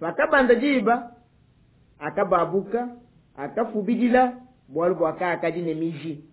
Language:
Luba-Lulua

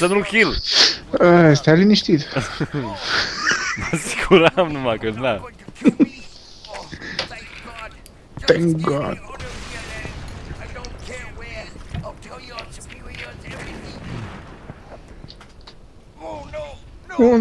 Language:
Romanian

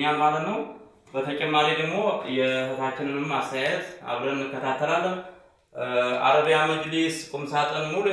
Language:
Amharic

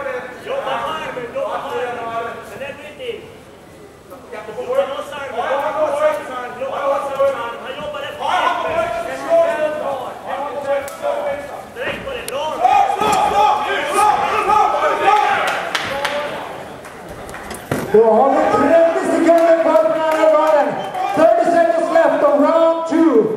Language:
Swedish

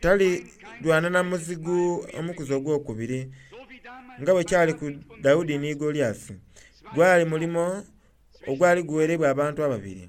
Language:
Soga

